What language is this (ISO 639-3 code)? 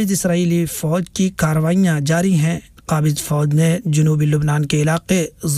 urd